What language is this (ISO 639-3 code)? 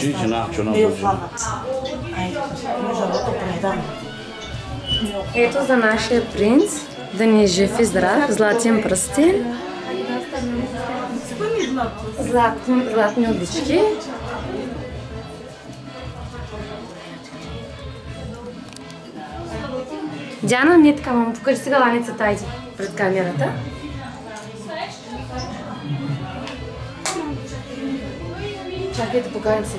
bul